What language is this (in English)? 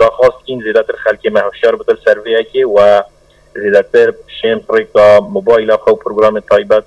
Kurdish